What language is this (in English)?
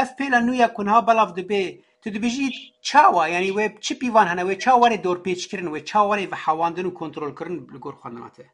Kurdish